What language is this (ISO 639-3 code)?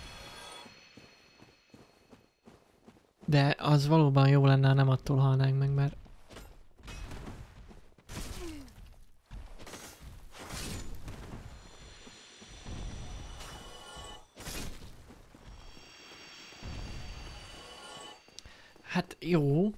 hun